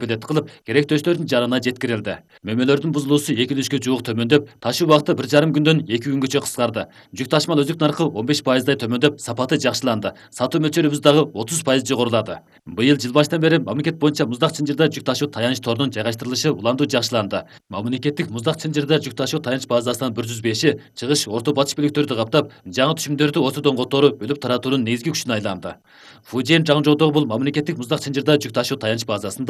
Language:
Kyrgyz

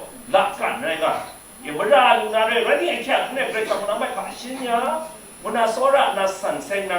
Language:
Kachin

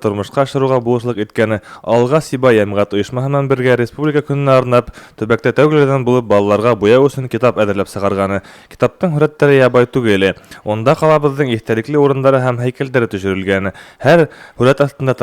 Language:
Bashkir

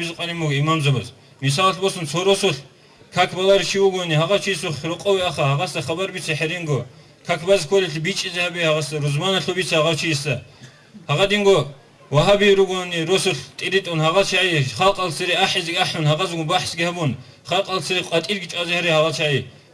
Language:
Avaric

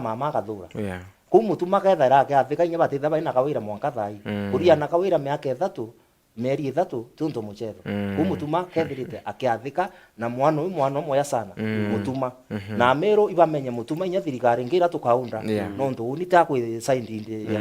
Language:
Meru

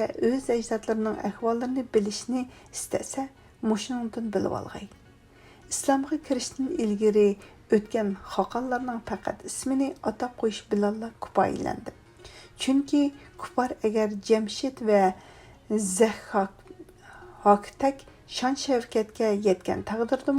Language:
Uyghur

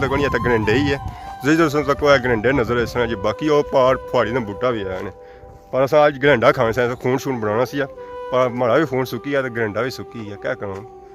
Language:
Pahari-Potwari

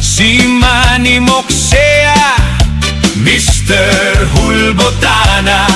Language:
Bikol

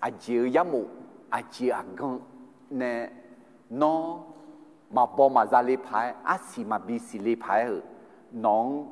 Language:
Akha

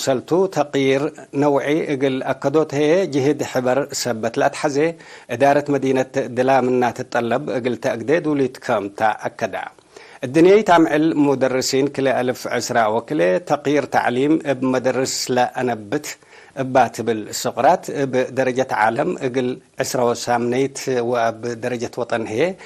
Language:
Tigre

